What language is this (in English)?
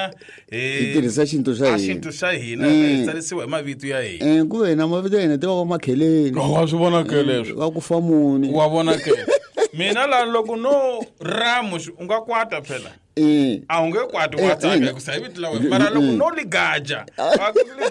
Tsonga